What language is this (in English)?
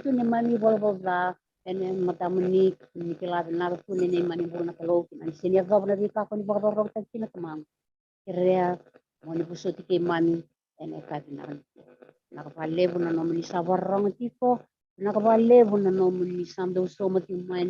Fijian